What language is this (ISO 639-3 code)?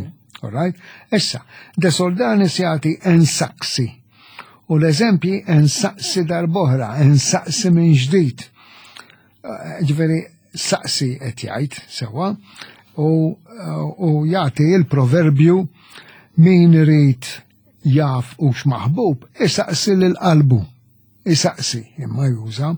mlt